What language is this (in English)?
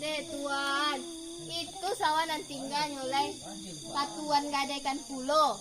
Minangkabau